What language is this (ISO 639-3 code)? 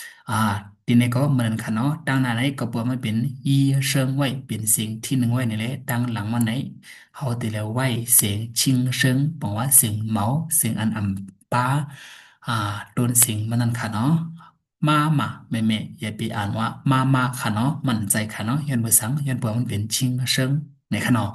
shn